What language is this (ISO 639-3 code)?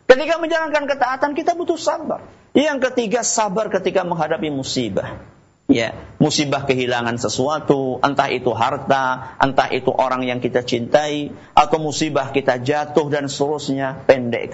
ind